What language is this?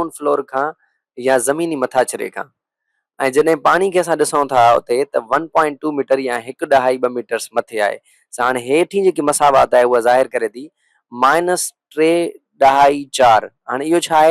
Sindhi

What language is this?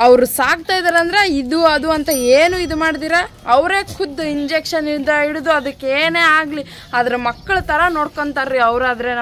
Kannada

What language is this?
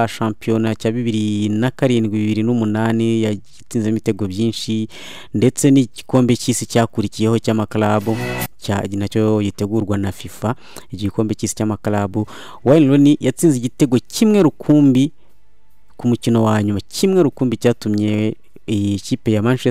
Kinyarwanda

